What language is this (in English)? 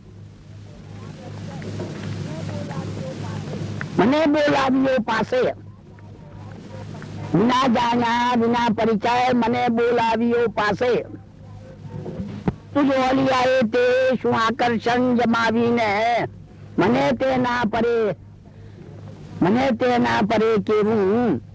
Gujarati